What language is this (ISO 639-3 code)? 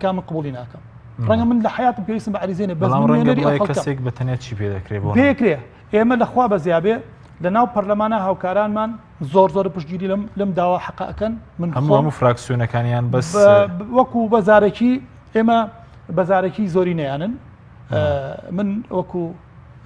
ckb